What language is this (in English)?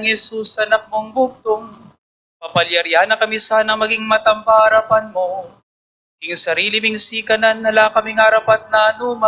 Pampanga